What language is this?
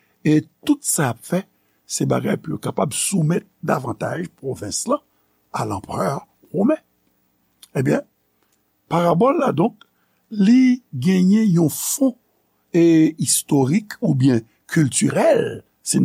Haitian Creole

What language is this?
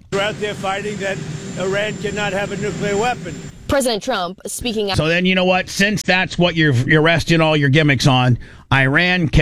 English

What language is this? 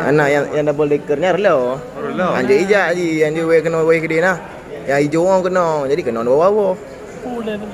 Achinese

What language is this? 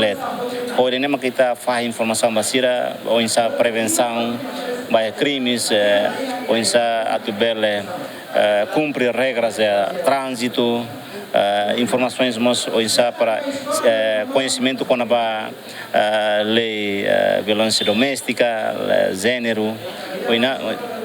Tetum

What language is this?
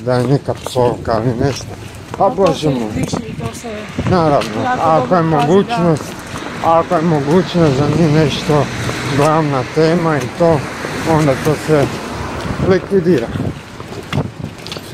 Croatian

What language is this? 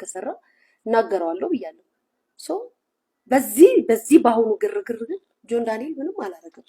Amharic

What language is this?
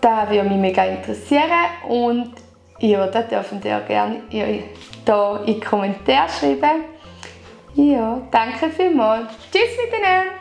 Swiss German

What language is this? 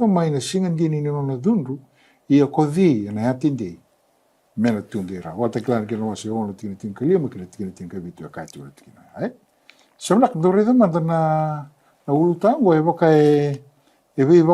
Fijian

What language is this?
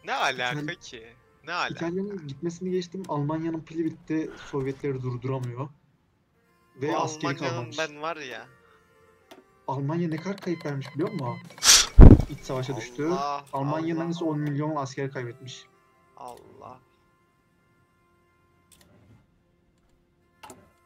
Turkish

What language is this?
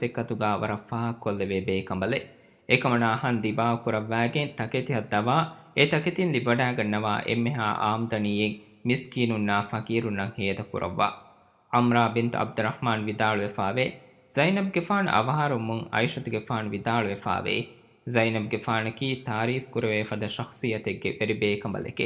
Divehi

